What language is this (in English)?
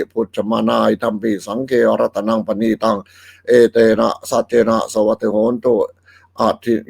Pali